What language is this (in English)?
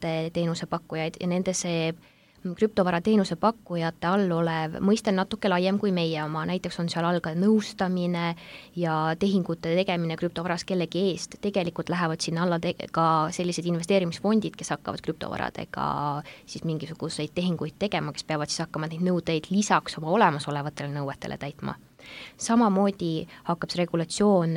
Estonian